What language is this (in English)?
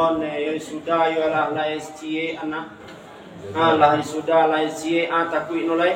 Minangkabau